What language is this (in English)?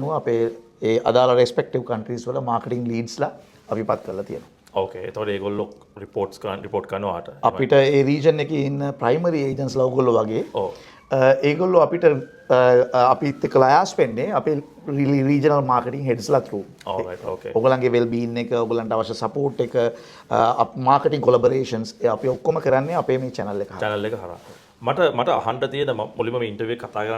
Sinhala